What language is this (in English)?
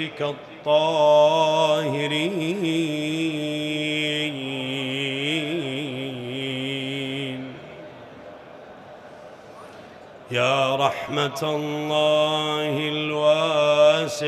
Arabic